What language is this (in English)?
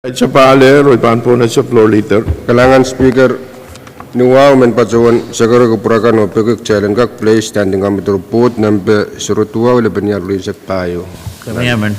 Pohnpeian